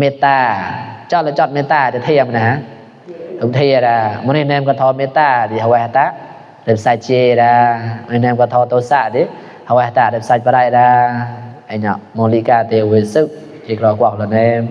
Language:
Mon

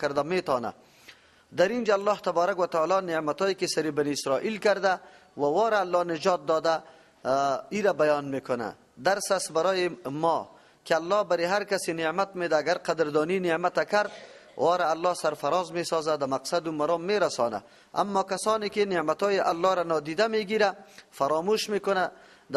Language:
Persian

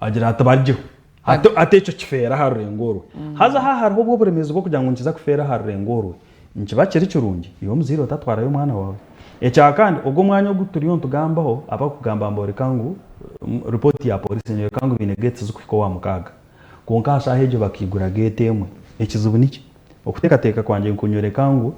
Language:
Nyankole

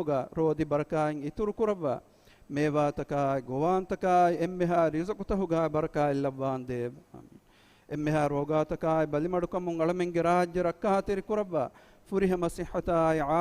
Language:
Divehi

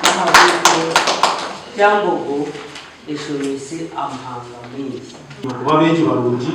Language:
Nyankole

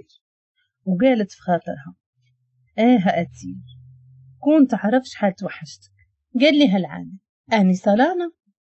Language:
Moroccan Arabic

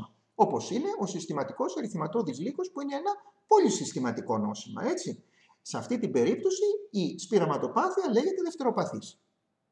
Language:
Greek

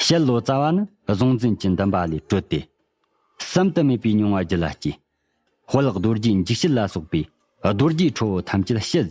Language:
Tibetan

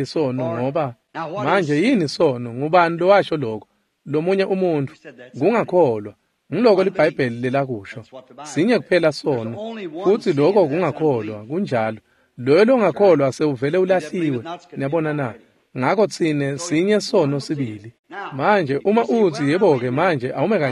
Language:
Swati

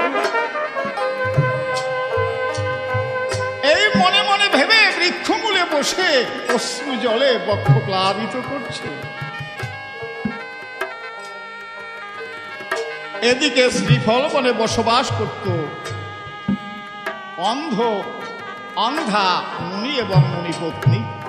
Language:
Bangla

